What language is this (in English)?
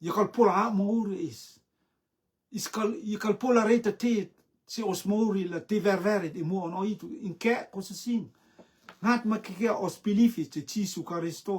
Rotuman